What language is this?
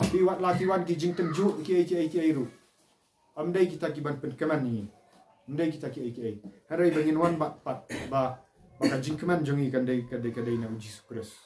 Khasi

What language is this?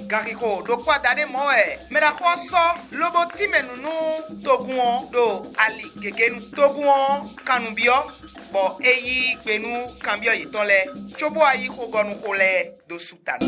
Fon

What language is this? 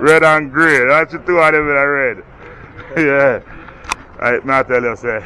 Jamaican Creole English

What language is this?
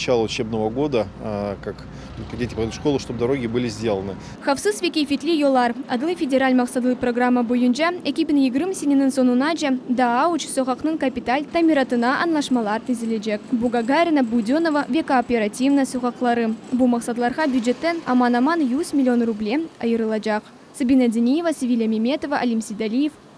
Crimean Tatar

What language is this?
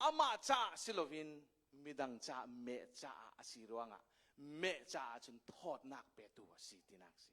Hakha Chin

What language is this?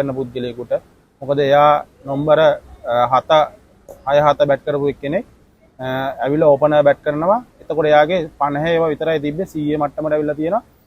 Sinhala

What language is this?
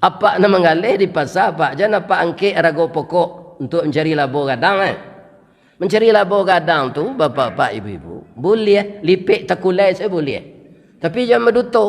Minangkabau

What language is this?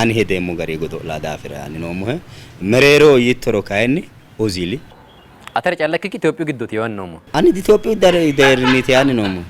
Sidamo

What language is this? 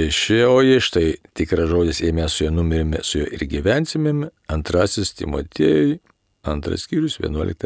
Lithuanian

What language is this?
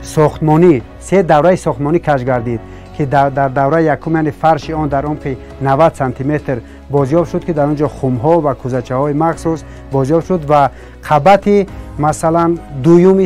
Tajik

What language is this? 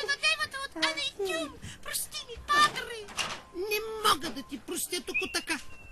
Bulgarian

